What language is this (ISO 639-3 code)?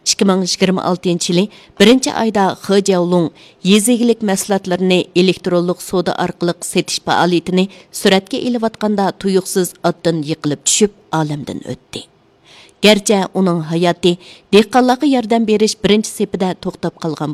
uig